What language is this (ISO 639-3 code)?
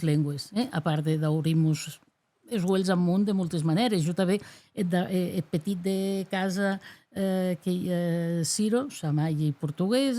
oci